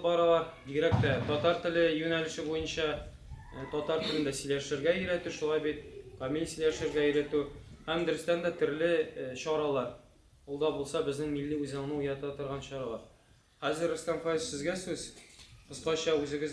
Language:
Tatar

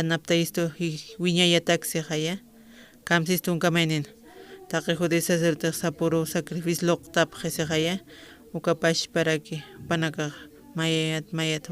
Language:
Aymara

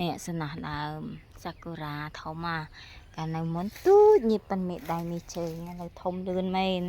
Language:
Khmer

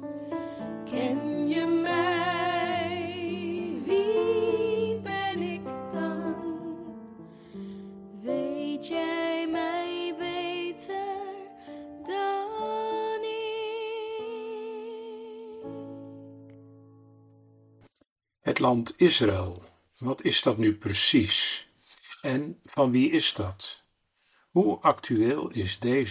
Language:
Dutch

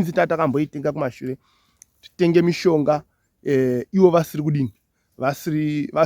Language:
Shona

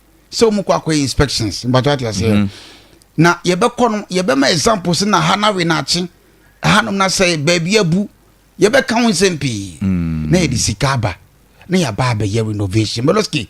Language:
Akan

